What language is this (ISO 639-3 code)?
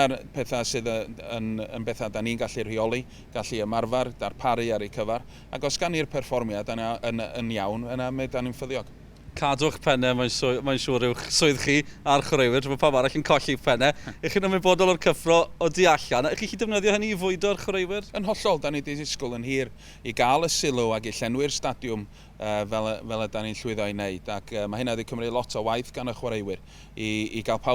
cym